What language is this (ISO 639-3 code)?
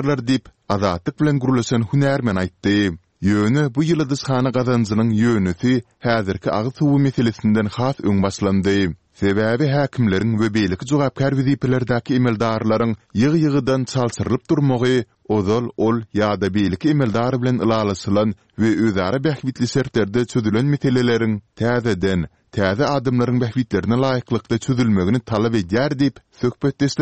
tuk